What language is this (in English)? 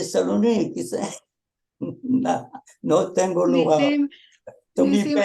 Ladino